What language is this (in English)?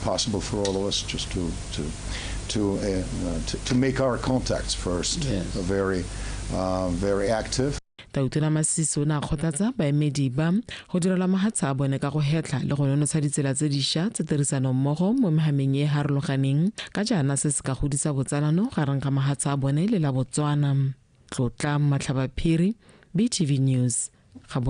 Tswana